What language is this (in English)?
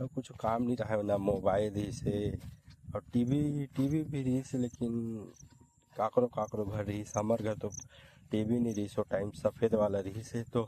Chhattisgarhi